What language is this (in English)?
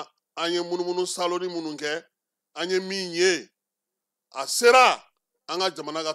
Bambara